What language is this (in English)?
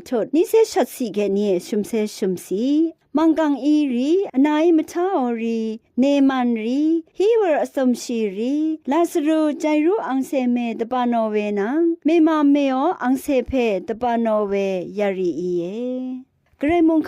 Rawang